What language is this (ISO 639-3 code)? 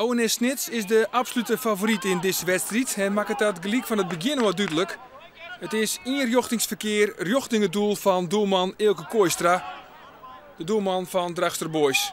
fry